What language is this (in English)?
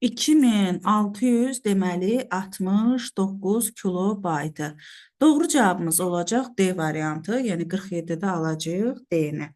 Azerbaijani